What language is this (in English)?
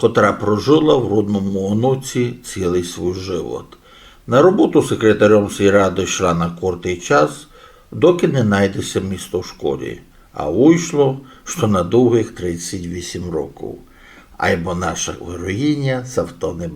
Rusyn